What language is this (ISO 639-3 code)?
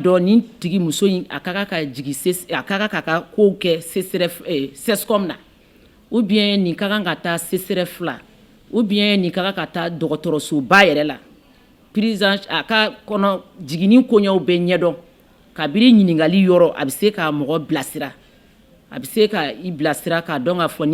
bam